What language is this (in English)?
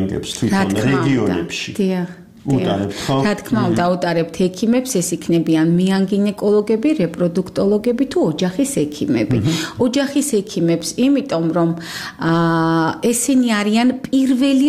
Georgian